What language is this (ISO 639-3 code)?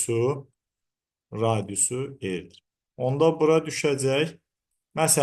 aze